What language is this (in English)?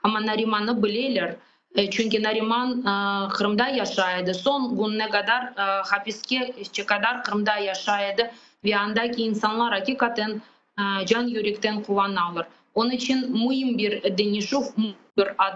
Crimean Tatar